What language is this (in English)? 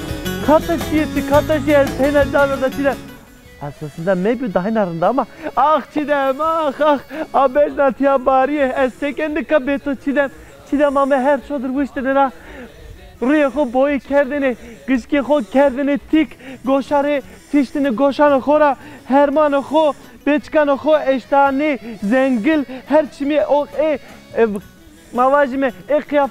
Zaza